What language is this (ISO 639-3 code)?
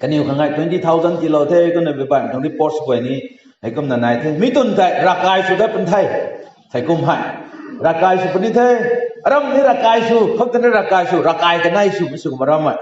nbu